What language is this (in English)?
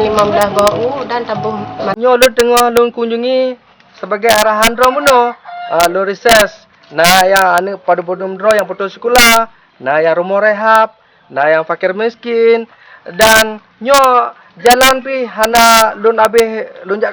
Achinese